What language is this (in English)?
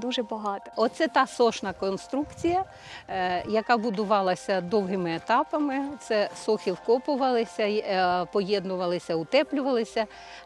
Ukrainian